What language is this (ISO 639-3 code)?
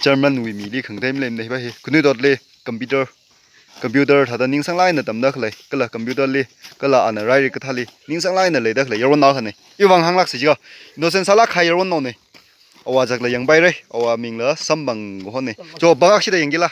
nmf